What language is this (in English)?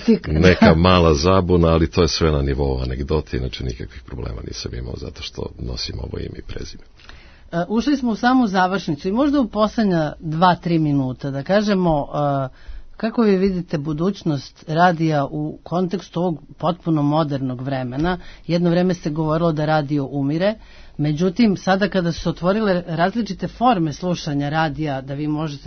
Serbian